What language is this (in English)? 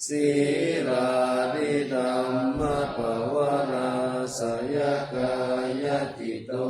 Pali